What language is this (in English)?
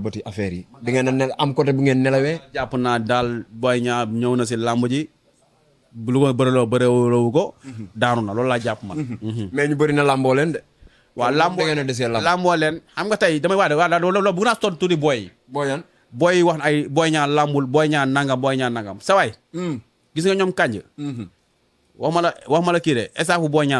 Wolof